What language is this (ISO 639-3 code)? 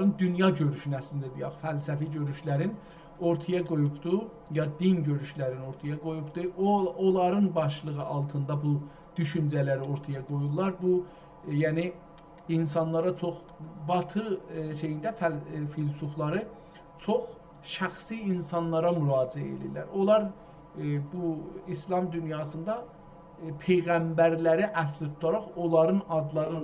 azb